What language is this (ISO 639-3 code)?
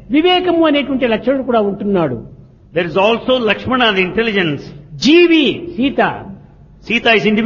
tel